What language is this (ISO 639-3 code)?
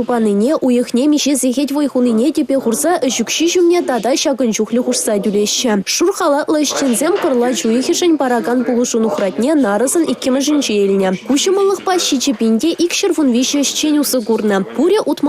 chv